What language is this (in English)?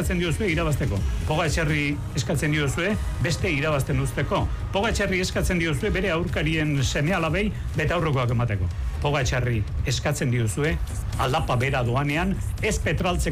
Basque